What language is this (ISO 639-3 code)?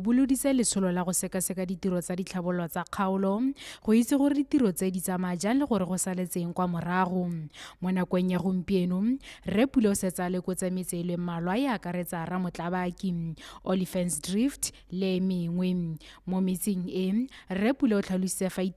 tsn